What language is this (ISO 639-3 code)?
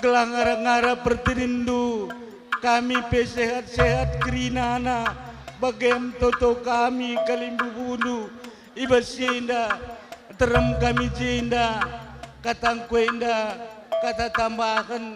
btx